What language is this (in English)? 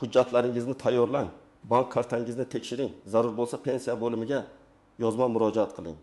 Uzbek